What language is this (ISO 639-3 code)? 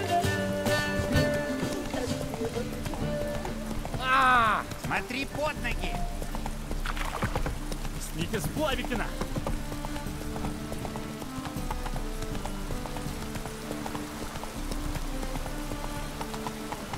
rus